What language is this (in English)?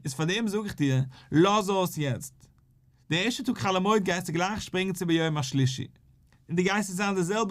Yiddish